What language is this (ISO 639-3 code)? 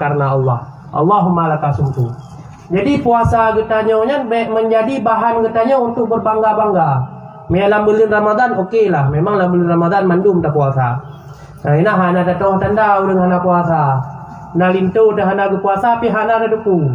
ace